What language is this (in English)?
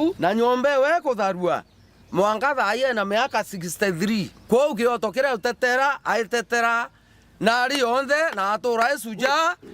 Meru